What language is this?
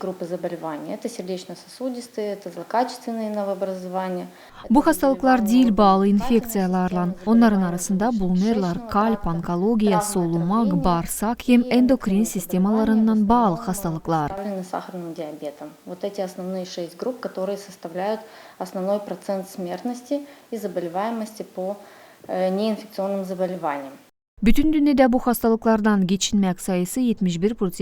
Gagauz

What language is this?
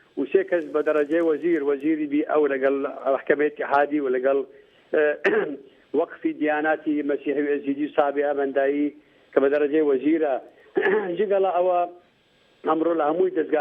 Central Kurdish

